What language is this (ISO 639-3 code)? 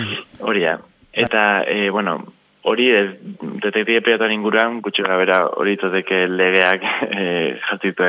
eus